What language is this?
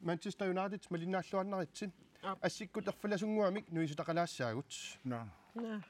Kalaallisut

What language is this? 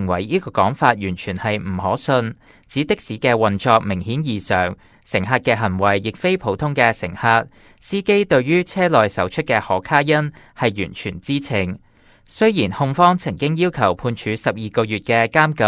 Cantonese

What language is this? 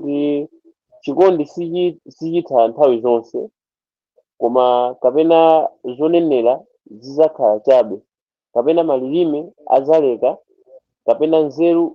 Nyanja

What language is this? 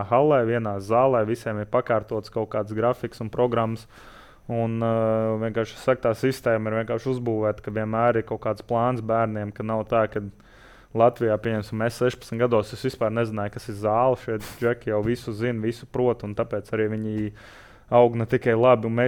Latvian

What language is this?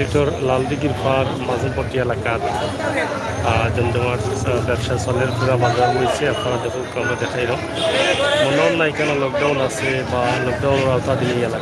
Sylheti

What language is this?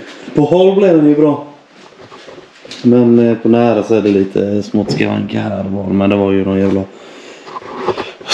Swedish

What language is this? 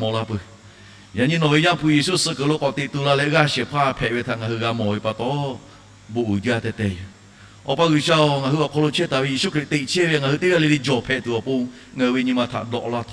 Lahu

